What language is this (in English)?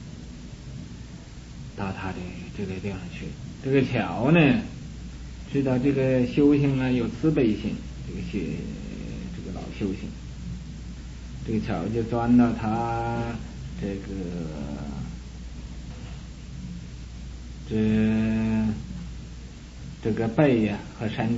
Chinese